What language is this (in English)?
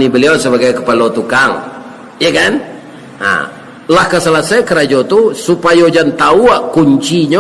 Minangkabau